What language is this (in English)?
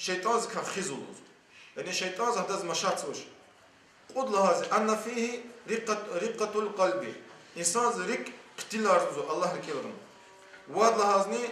Lezghian